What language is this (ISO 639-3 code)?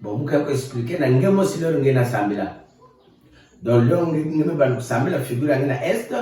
ktu